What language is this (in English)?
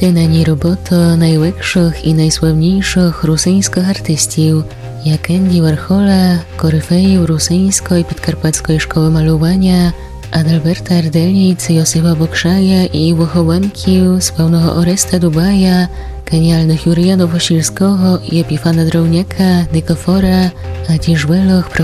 Rusyn